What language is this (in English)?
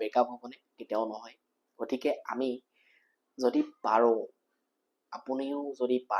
Assamese